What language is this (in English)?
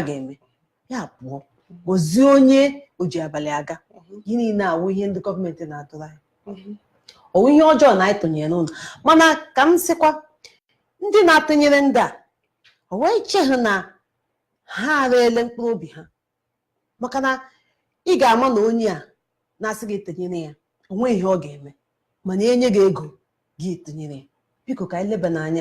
Igbo